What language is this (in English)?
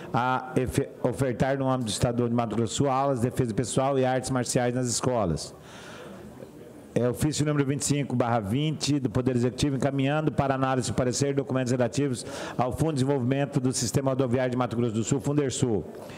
Portuguese